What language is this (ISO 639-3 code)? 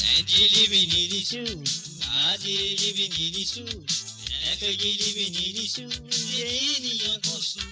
mfe